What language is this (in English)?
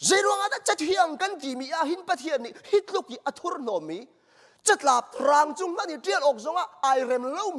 Hakha Chin